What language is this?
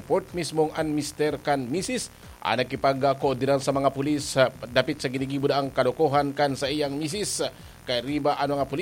Bikol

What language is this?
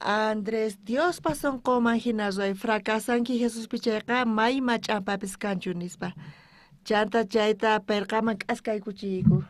South Bolivian Quechua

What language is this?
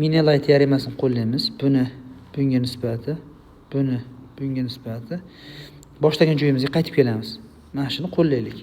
Uzbek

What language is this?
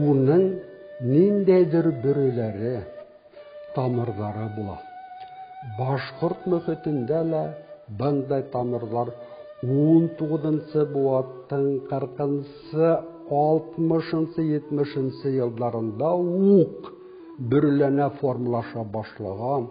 Bashkir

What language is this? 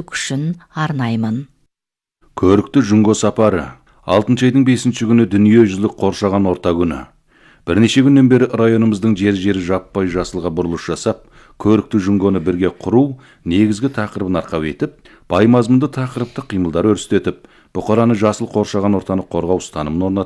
Kazakh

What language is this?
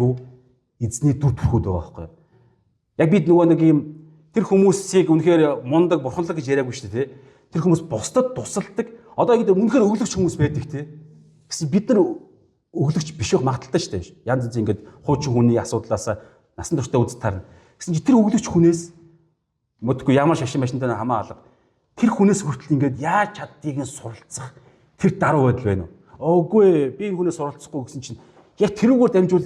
Mongolian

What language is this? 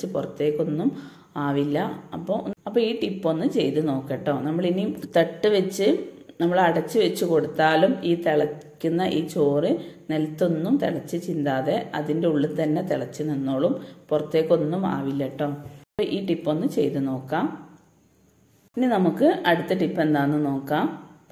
Malayalam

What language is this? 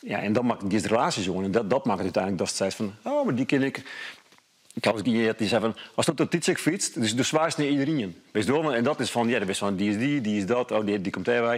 Western Frisian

